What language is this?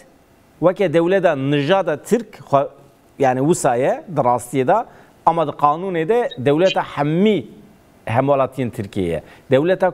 Kurdish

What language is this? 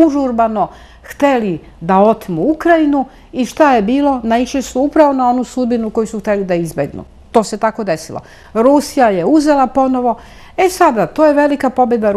Serbian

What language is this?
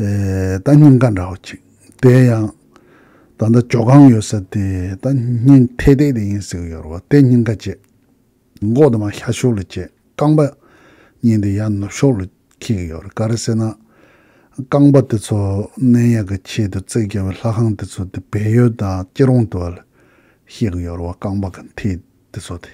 Tibetan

